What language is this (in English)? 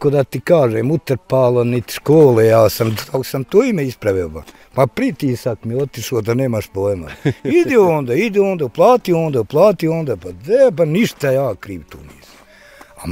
Bosnian